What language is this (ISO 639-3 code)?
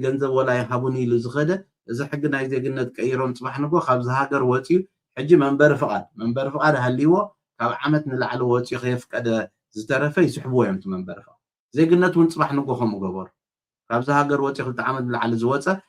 tir